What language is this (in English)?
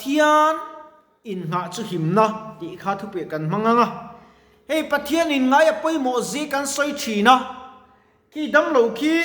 Mizo